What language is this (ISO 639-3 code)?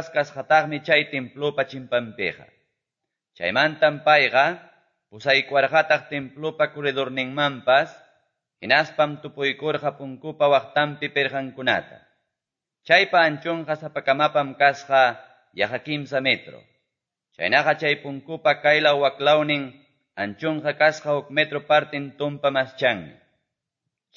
que